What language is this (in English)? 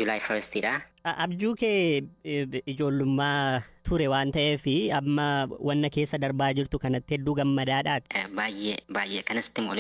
Oromo